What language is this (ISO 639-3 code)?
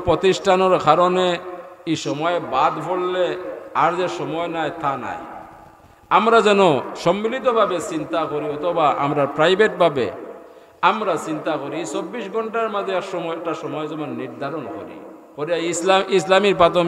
syl